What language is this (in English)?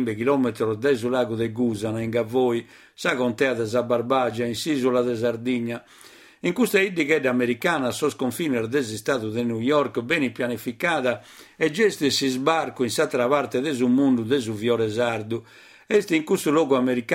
Sardinian